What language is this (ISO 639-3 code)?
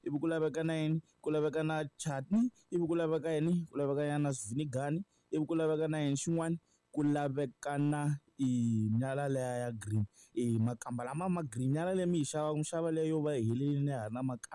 tso